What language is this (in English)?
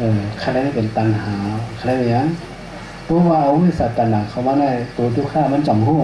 Shan